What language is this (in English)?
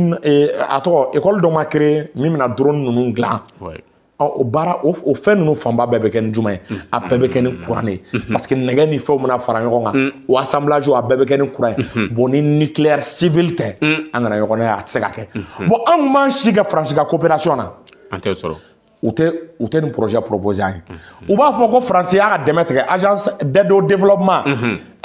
Bambara